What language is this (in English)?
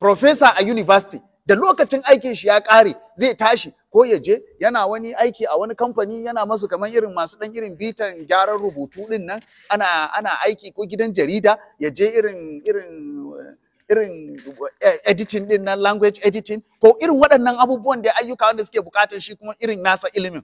Hausa